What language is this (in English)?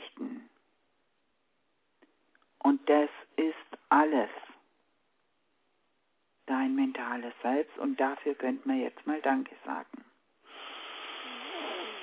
German